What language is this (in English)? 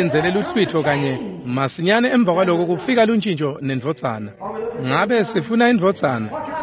Swati